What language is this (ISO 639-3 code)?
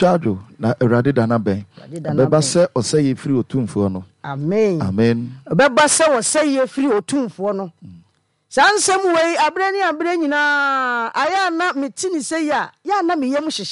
aka